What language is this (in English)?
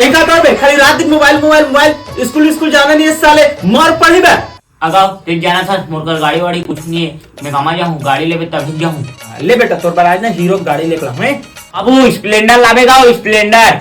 Chhattisgarhi